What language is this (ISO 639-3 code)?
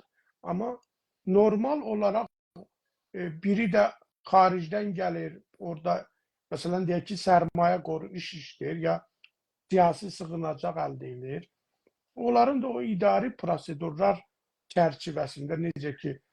azb